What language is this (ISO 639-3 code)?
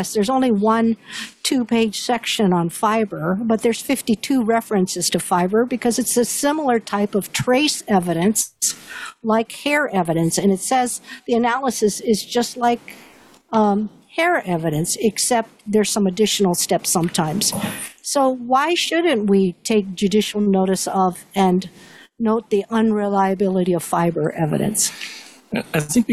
eng